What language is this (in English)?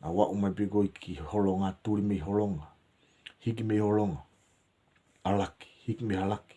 Tongan